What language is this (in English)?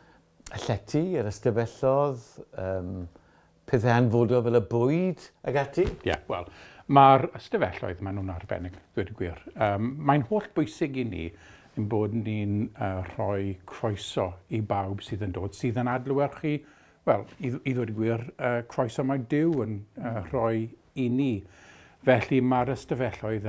Welsh